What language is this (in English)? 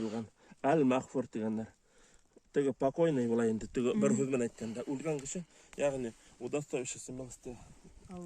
Bashkir